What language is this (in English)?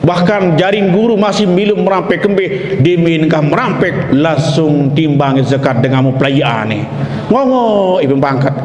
Sasak